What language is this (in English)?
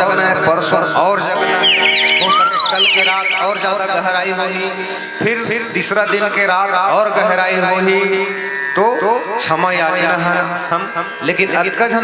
Chhattisgarhi